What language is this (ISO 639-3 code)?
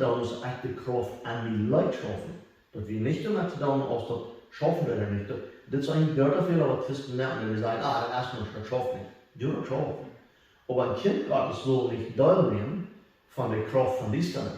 pdt